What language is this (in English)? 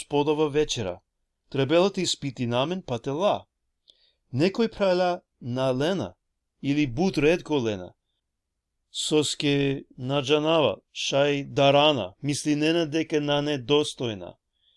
Balkan Romani